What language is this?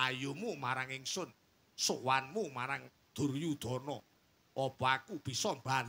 Javanese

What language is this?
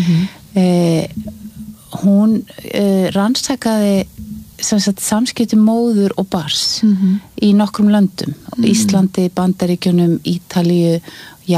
Icelandic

